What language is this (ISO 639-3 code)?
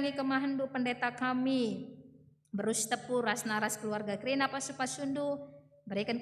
btx